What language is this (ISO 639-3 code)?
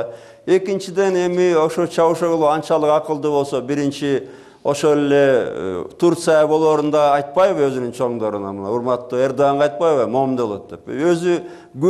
kir